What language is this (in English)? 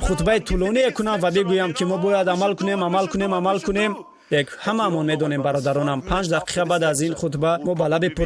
Tajik